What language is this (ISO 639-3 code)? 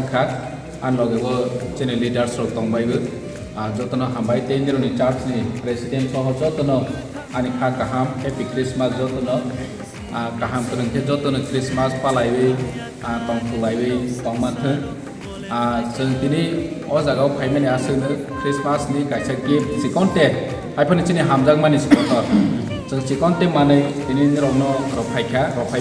trp